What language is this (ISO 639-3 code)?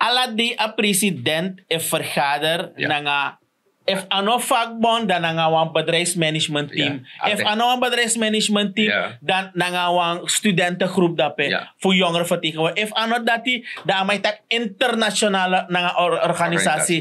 srn